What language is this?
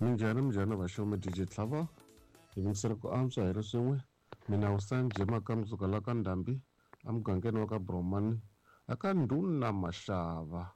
Tsonga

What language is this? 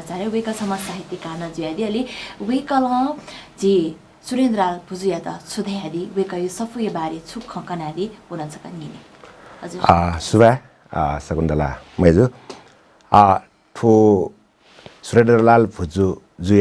Newari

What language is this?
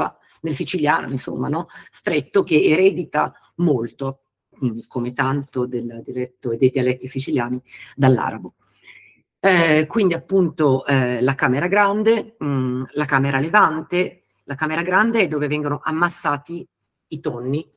Italian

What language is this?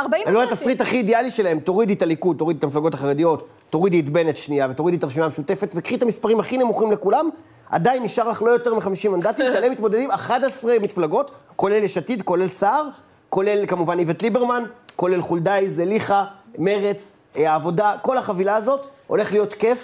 Hebrew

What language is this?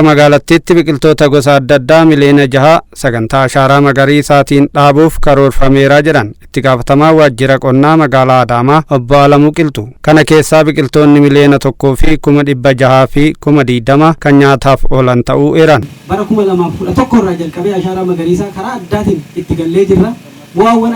Oromo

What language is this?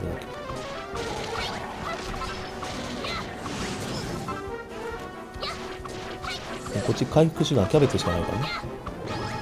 Japanese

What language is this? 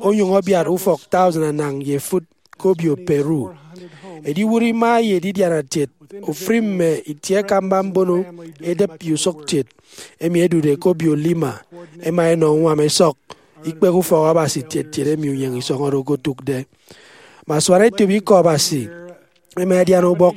Efik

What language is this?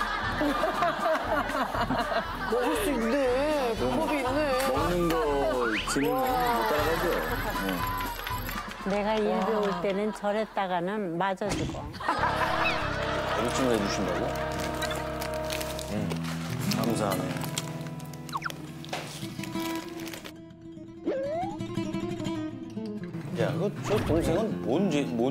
Korean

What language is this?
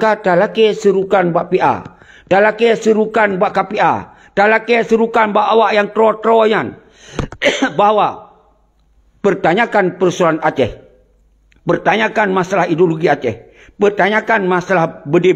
Achinese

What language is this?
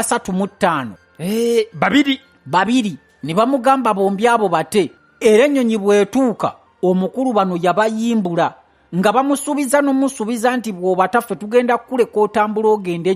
Ganda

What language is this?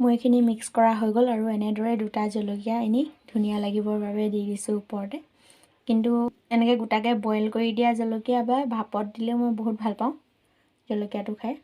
Assamese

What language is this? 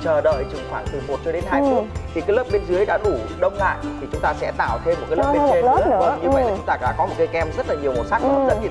Vietnamese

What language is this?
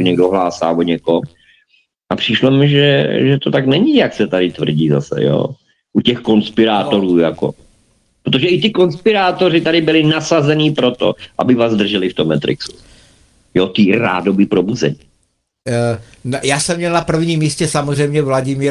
Czech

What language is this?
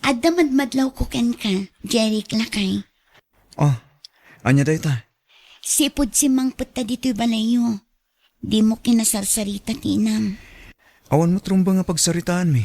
Iloko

